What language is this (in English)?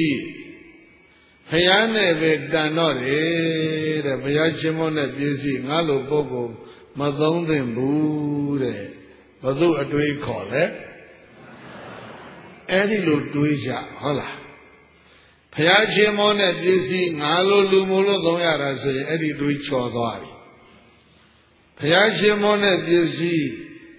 Burmese